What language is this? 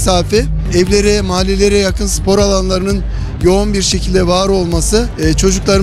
Turkish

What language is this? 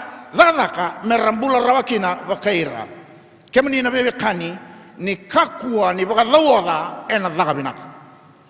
Fijian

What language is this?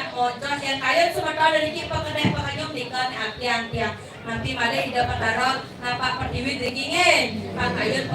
Balinese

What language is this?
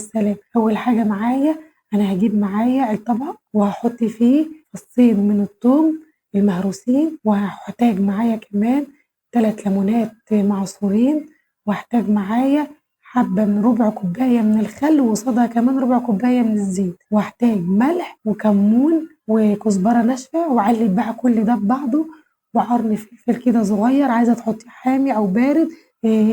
Egyptian Arabic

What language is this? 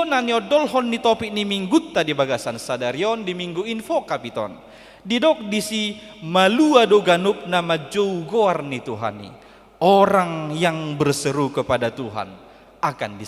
Batak Toba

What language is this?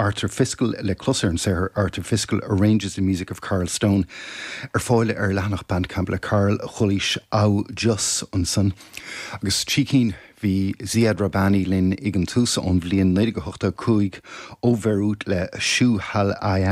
Irish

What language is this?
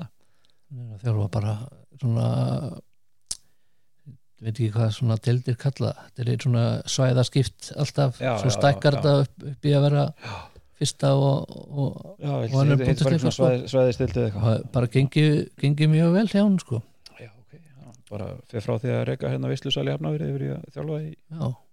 Icelandic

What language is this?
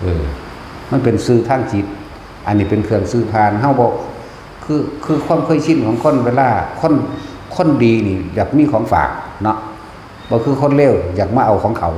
Northeastern Thai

